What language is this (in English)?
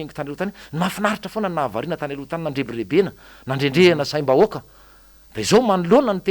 Malagasy